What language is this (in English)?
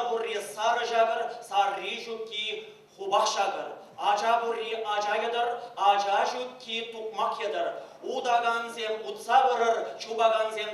Chuvash